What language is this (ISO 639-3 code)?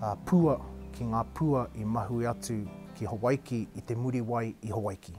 mri